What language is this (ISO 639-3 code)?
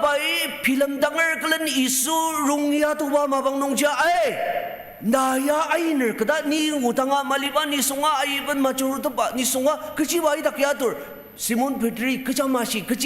njo